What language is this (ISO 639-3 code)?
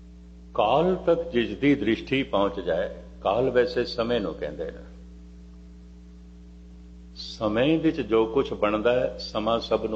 pan